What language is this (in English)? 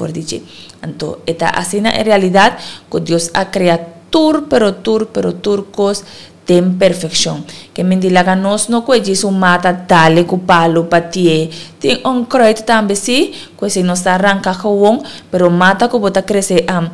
Papiamento